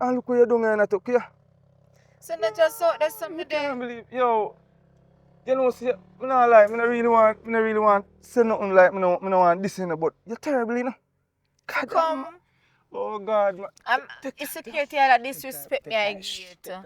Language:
Jamaican Creole English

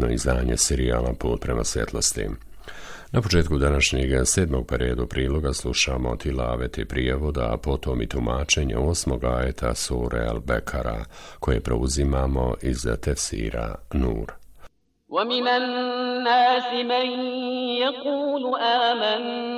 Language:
Bosnian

